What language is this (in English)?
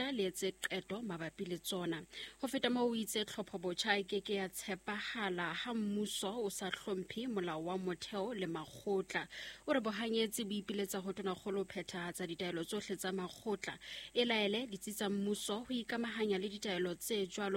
Southern Sotho